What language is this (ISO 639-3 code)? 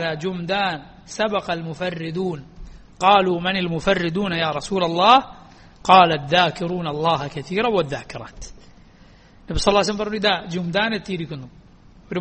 mal